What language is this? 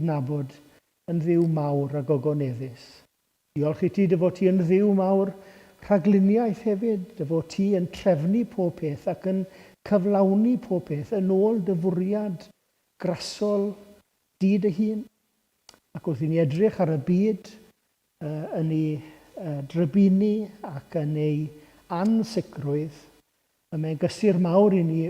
Welsh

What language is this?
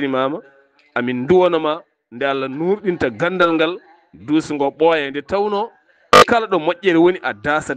Fula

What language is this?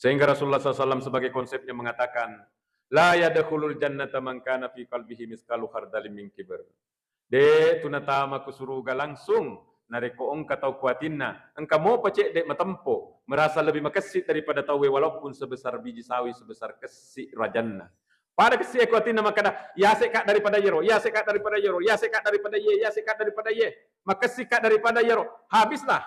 Buginese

